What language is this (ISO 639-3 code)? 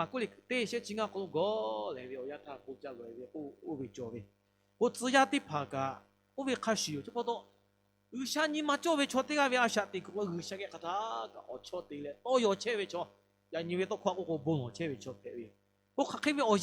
lhu